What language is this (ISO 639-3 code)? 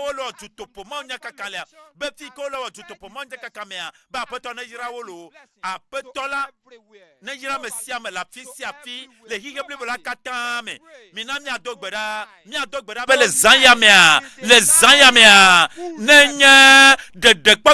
ewe